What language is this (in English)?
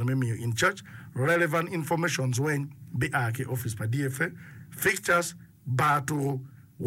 Acoli